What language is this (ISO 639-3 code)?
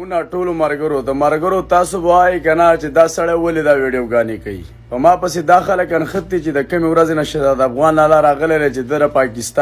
pus